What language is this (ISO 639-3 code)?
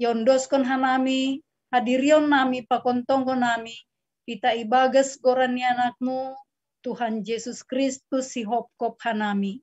bts